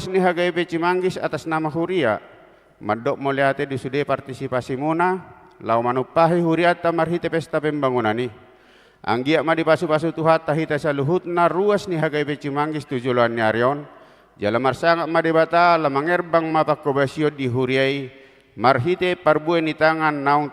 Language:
Batak Toba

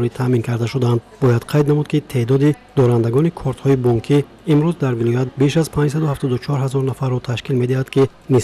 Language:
Tajik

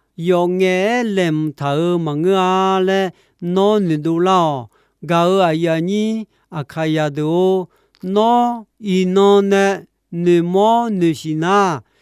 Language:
Akha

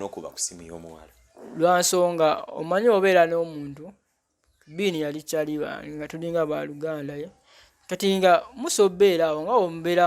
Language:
Ganda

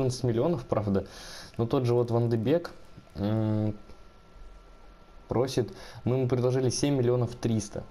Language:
Russian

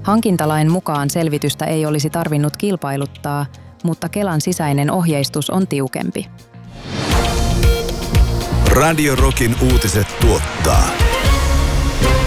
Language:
Finnish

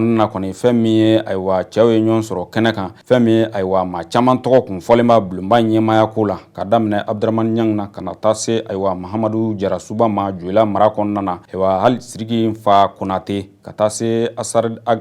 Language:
Bambara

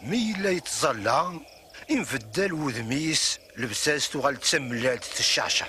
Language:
Kabyle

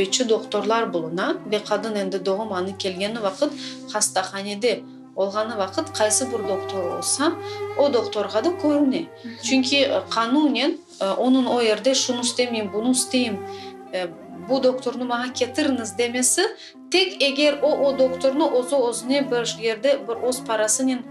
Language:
Crimean Tatar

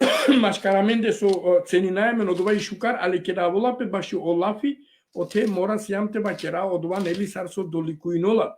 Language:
Balkan Romani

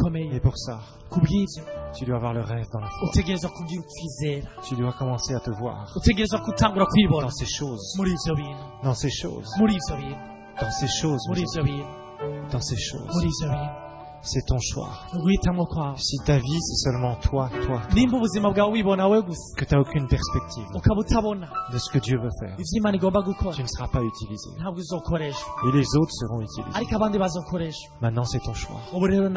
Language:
Rundi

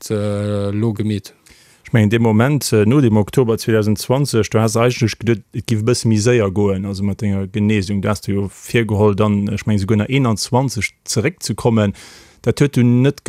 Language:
Luxembourgish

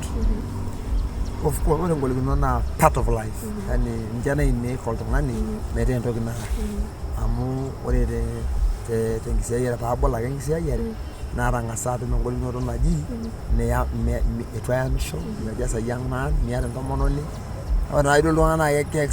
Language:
Masai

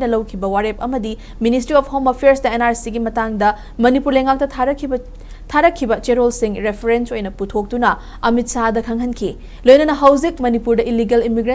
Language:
Manipuri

